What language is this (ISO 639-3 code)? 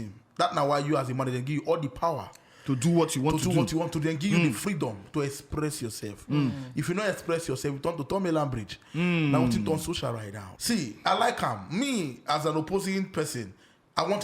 pcm